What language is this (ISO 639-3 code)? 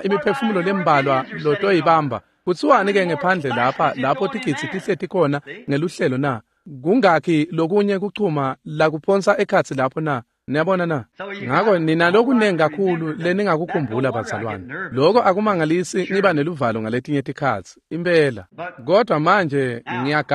ssw